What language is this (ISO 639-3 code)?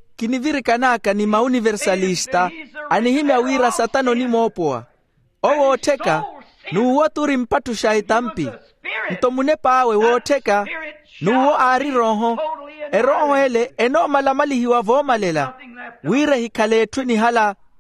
vmw